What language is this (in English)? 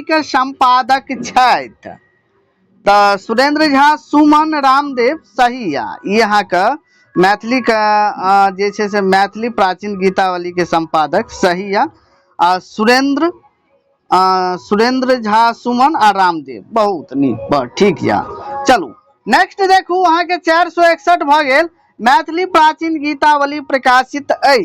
Maithili